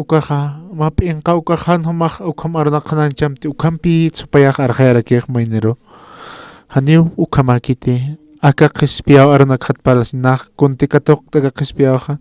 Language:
Aymara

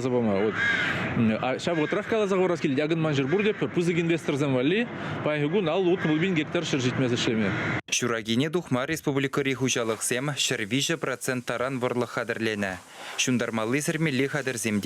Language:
Chuvash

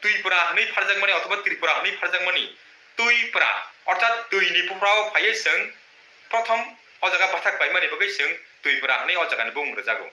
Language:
Kok Borok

